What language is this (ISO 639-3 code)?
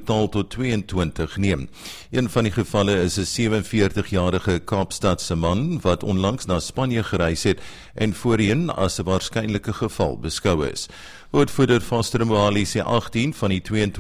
afr